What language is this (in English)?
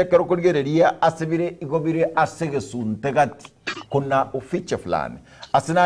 Gusii